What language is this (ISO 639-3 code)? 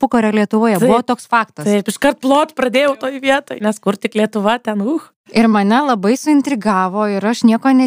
lit